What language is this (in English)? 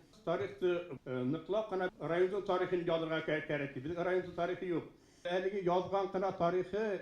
Bashkir